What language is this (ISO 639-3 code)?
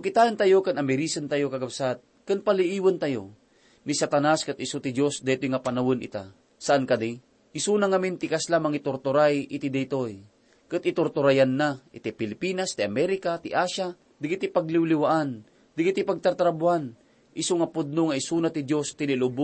ilo